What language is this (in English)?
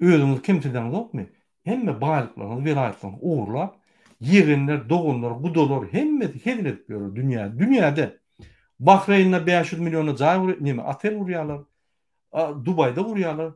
Turkmen